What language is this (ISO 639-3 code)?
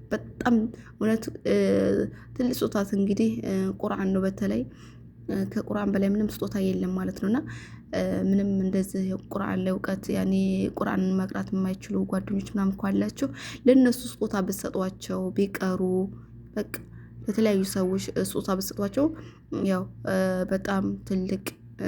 amh